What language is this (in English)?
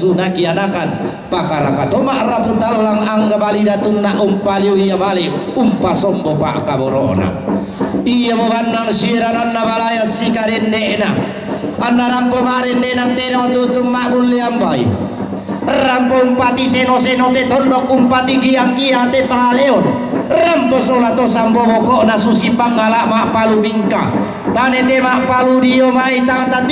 Toraja-Sa'dan